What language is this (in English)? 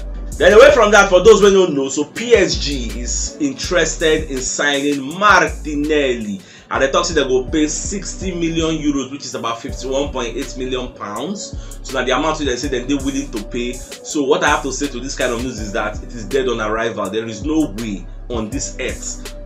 Nigerian Pidgin